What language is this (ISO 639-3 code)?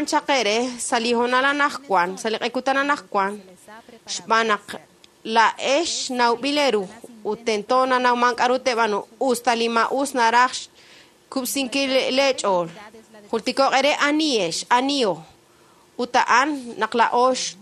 kek